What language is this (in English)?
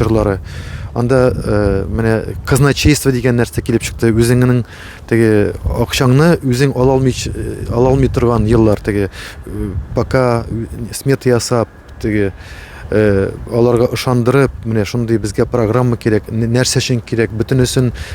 Tatar